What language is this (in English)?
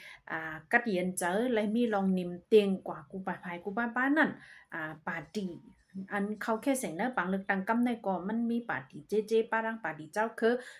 Shan